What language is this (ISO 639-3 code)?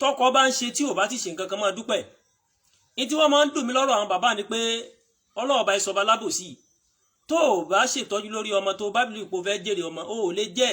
yor